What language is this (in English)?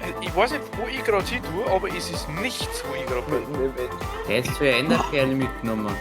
Bavarian